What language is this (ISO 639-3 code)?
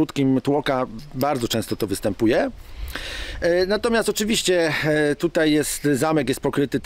pol